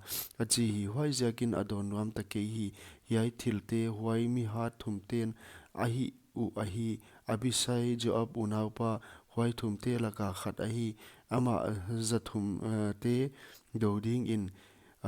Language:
Paite Chin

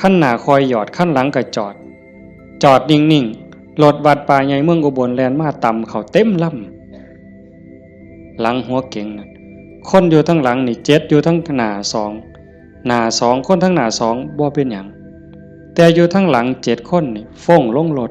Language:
Northeastern Thai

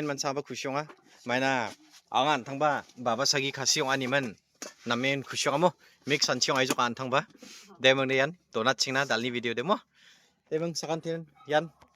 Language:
Garo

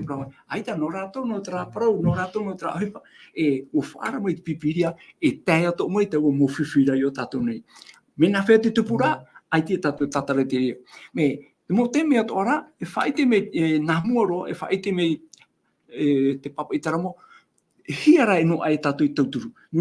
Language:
Tahitian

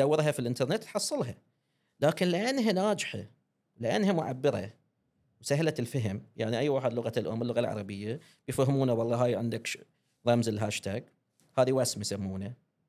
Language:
Gulf Arabic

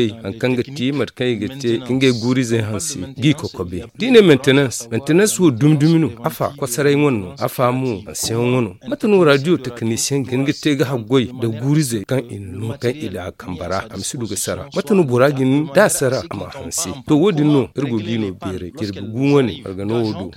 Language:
Zarma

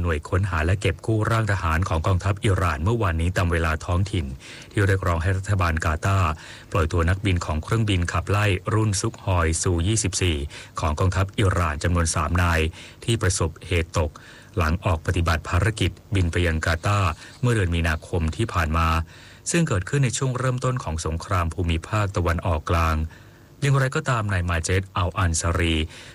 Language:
Thai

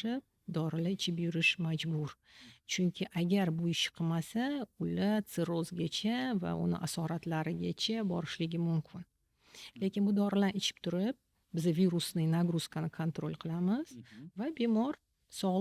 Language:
Uzbek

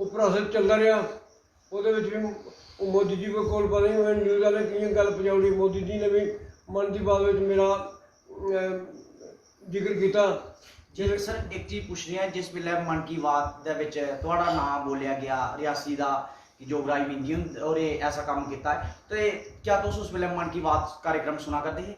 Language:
Dogri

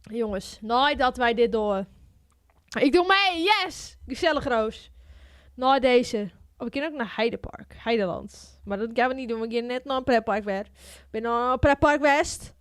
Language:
Western Frisian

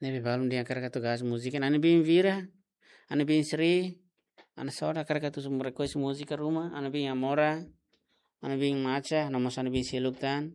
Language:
Tetum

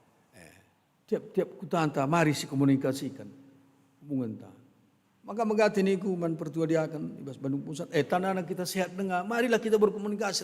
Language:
Batak Karo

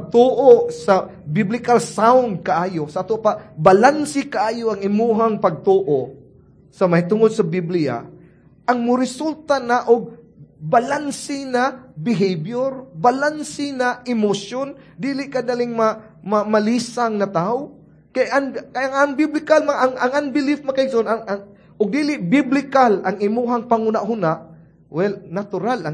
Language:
Cebuano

